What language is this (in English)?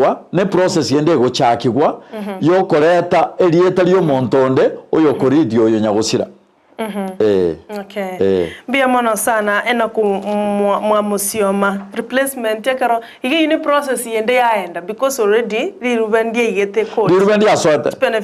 Gusii